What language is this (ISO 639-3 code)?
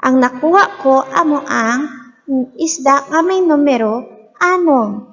hil